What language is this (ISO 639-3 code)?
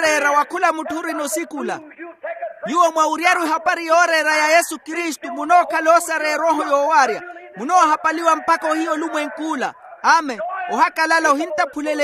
vmw